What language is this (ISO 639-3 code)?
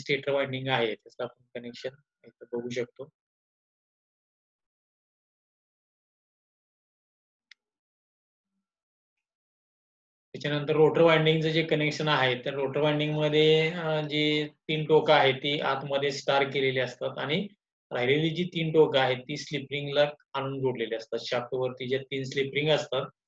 mar